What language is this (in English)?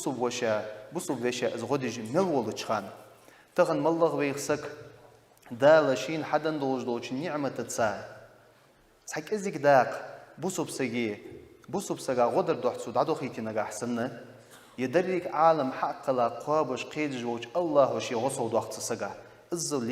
Ingush